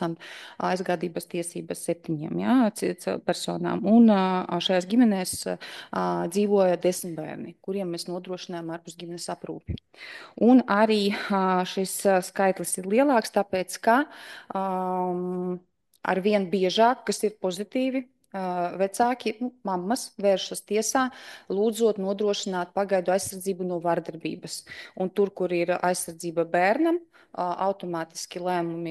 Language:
Latvian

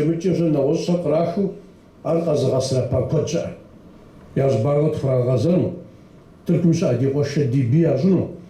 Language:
Kabardian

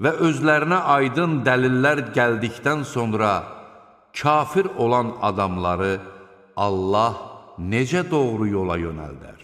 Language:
Azerbaijani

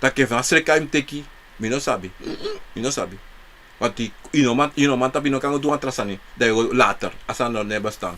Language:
Sranan Tongo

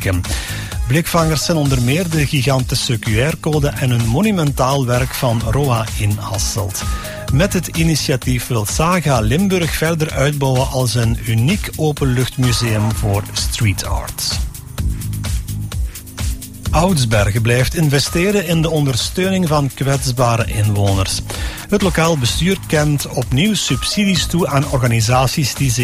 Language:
Dutch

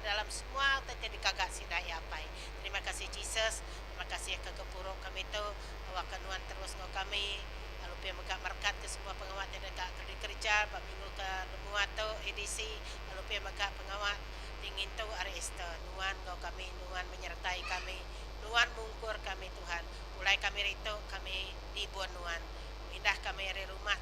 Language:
Iban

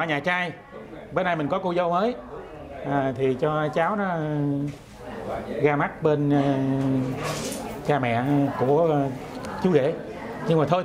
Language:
Vietnamese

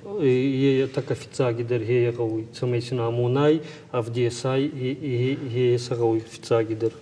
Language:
Ossetic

